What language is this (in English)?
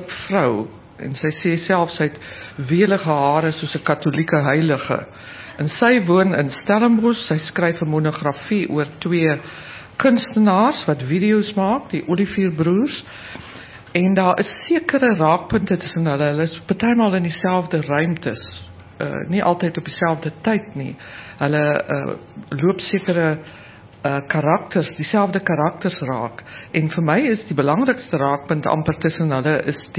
Afrikaans